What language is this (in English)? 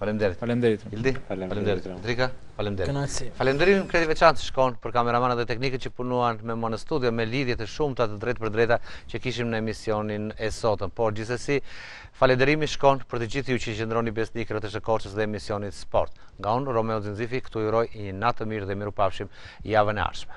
Albanian